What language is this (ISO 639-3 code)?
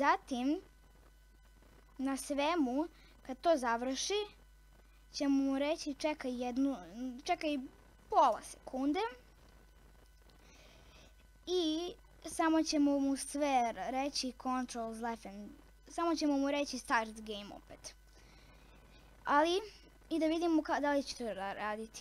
srp